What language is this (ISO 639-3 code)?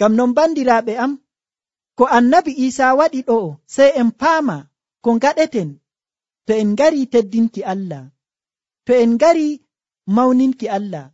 fuv